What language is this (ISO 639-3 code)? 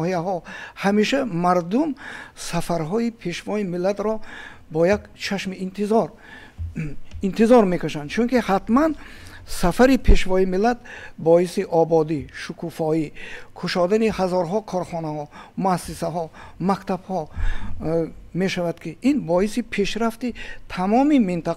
tgk